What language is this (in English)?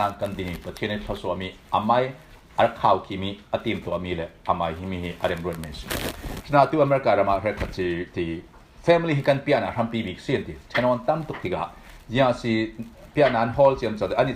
Falam Chin